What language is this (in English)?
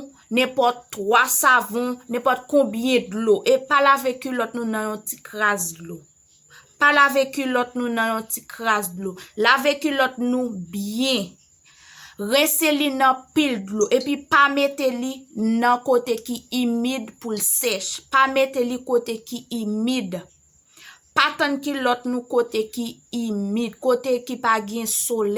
Haitian Creole